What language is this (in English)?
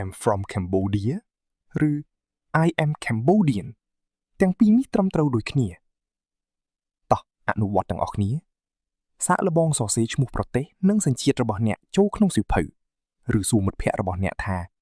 Khmer